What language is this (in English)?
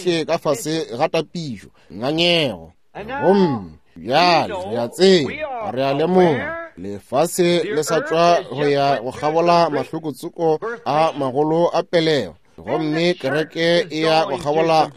Northern Sotho